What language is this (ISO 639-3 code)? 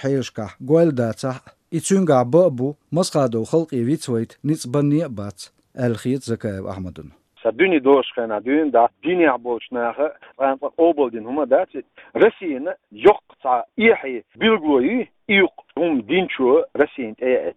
che